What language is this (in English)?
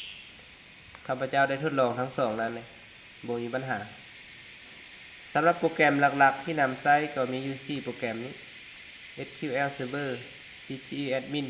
Lao